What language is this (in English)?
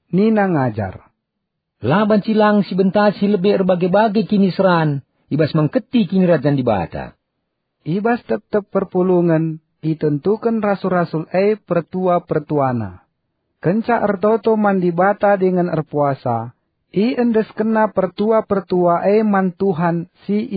Batak Karo